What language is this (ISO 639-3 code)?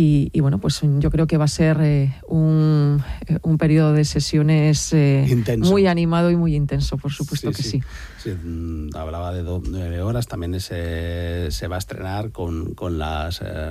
spa